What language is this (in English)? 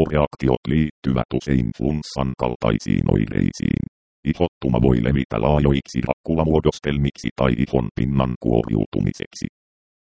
Finnish